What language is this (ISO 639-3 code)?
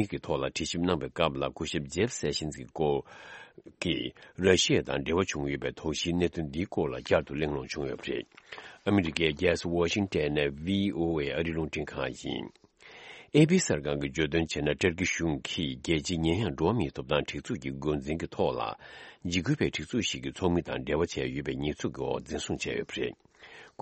bod